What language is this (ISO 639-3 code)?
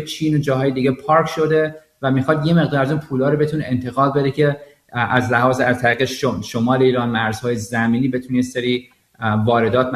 fas